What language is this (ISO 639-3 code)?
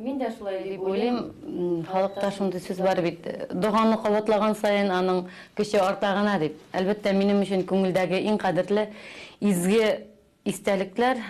tat